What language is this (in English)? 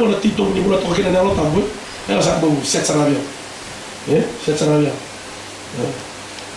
Fijian